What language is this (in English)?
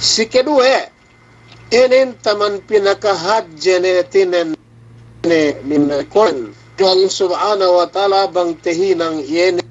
Yakan